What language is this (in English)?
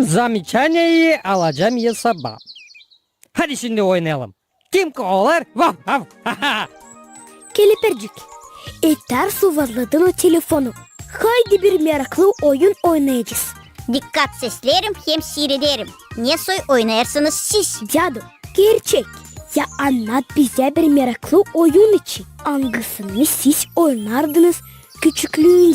Gagauz